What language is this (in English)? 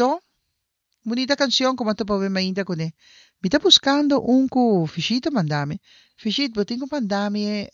Papiamento